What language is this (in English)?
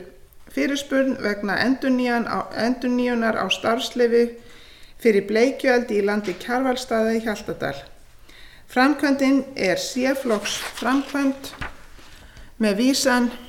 Icelandic